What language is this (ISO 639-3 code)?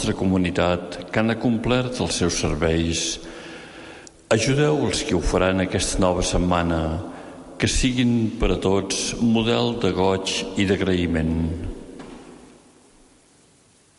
cat